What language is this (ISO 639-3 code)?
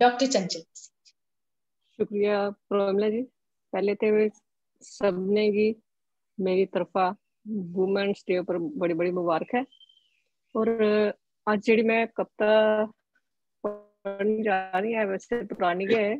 doi